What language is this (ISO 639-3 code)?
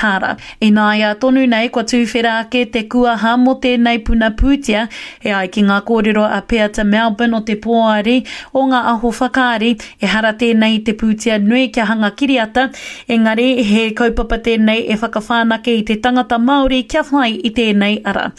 mri